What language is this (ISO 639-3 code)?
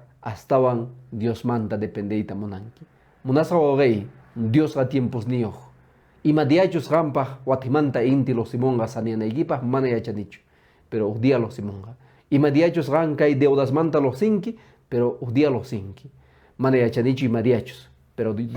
que